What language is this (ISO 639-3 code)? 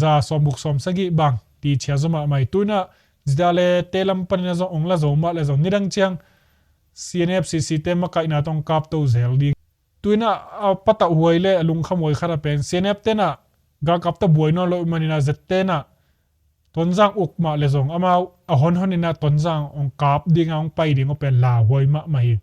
ctd